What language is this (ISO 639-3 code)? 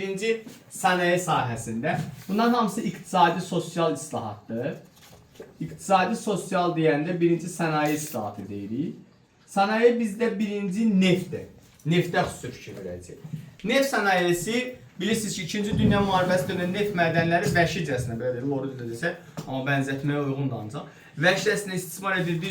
aze